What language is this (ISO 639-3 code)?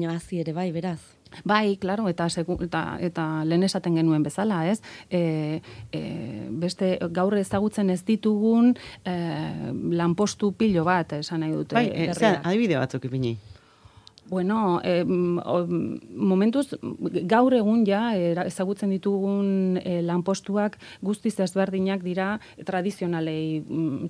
eus